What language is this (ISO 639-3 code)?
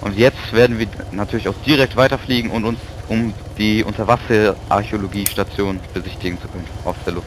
gsw